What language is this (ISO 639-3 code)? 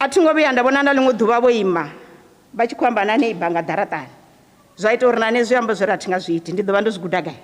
ven